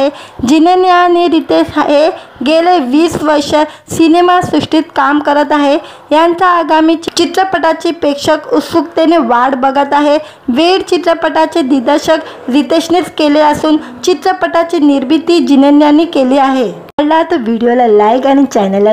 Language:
Marathi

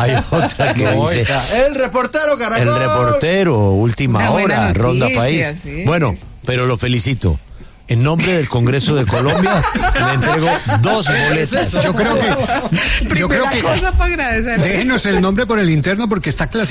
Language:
Spanish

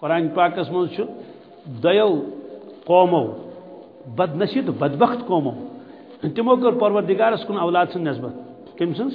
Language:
Kashmiri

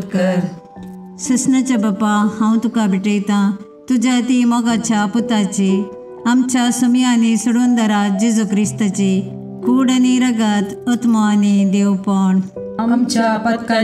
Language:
Konkani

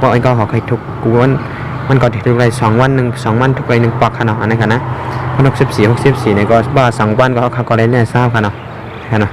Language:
Shan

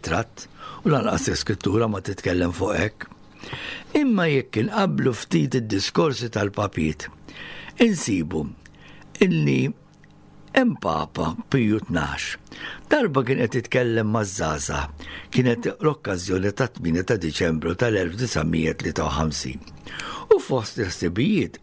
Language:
Maltese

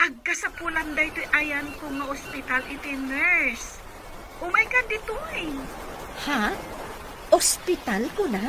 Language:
Iloko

